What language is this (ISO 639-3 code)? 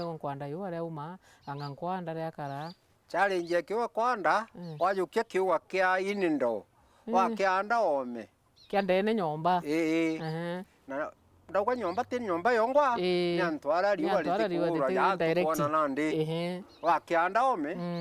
mer